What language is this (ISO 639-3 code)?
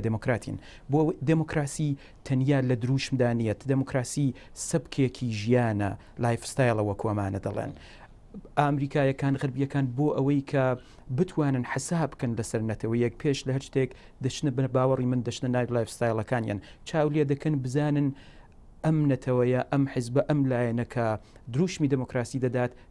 ckb